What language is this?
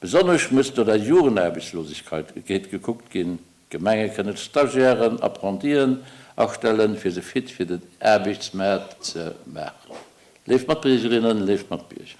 Luxembourgish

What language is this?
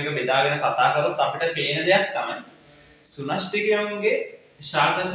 Sinhala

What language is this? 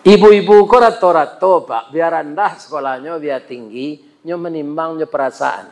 Minangkabau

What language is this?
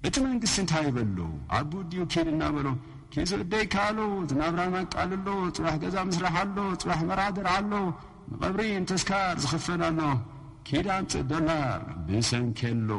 Tigrinya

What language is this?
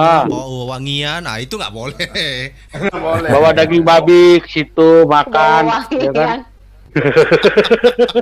Indonesian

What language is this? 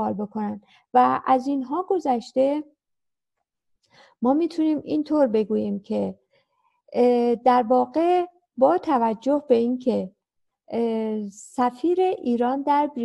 Persian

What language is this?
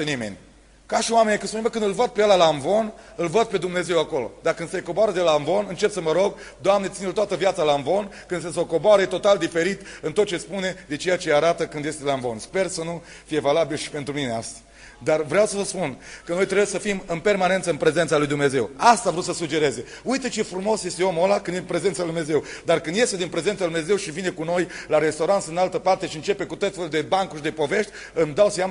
Romanian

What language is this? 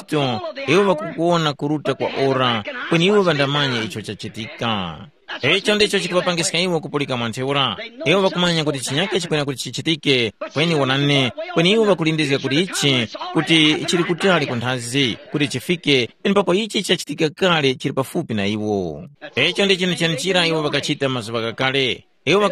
Tumbuka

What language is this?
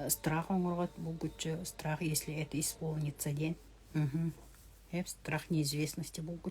Yakut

